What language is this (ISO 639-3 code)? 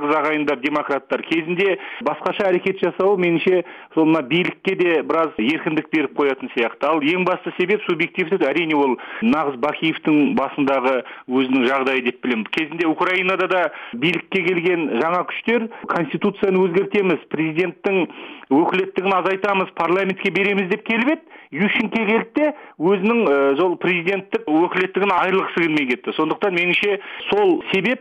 kaz